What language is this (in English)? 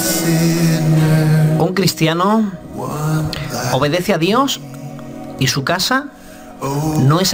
Spanish